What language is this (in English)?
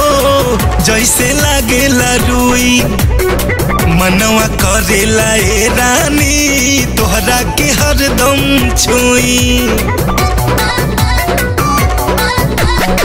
Bhojpuri